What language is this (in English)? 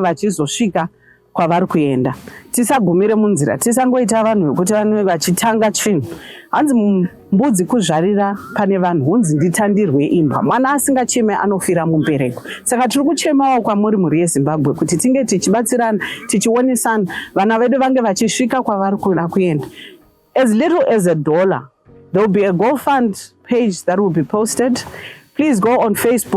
Shona